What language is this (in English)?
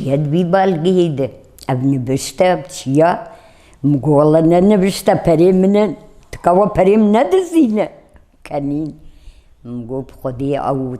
Kurdish